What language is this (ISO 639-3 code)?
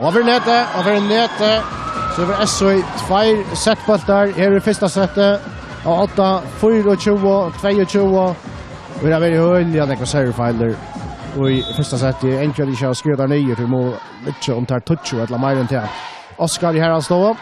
fao